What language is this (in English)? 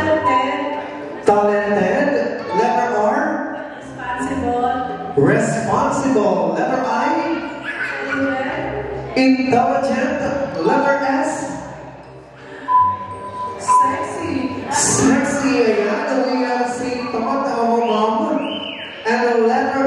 Filipino